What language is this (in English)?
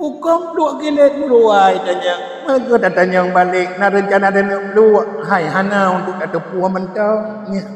Achinese